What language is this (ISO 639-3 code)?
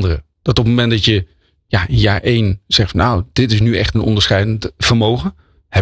nld